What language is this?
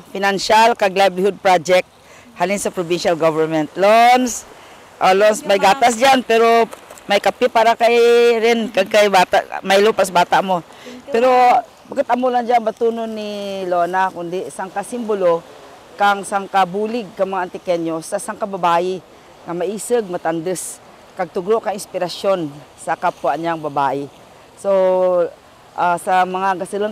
Kinaray-a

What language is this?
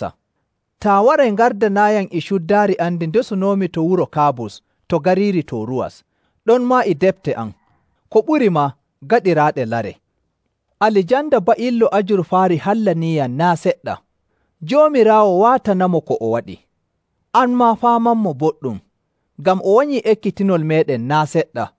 Nigerian Fulfulde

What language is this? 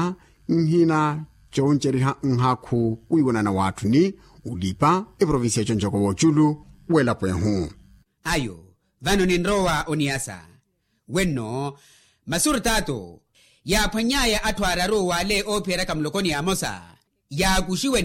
Makhuwa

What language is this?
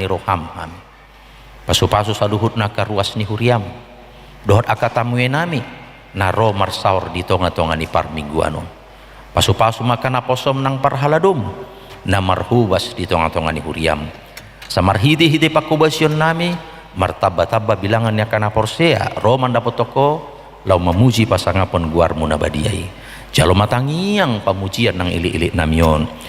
Batak Toba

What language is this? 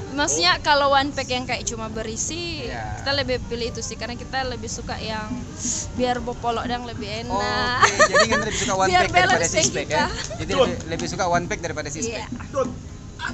Manado Malay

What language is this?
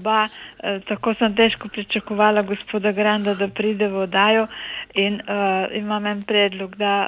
Slovenian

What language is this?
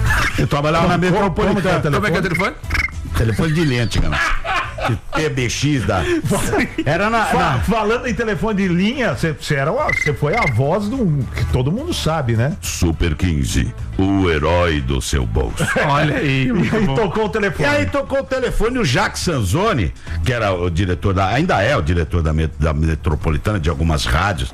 Portuguese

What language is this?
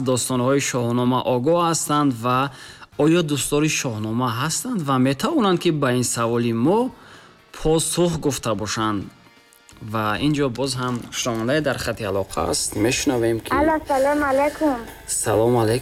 Tajik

